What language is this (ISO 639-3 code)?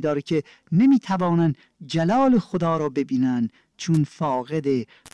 fas